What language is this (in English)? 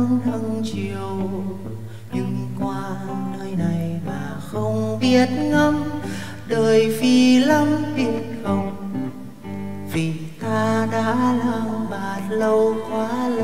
Vietnamese